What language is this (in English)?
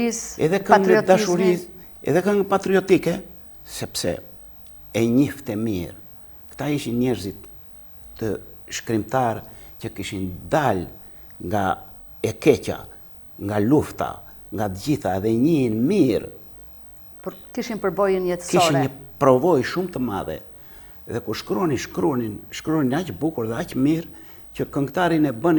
Albanian